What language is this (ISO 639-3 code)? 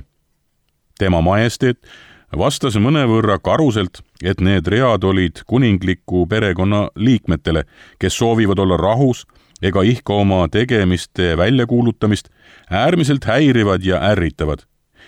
est